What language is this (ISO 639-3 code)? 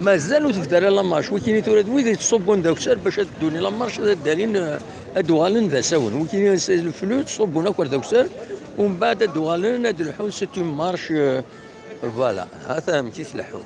kab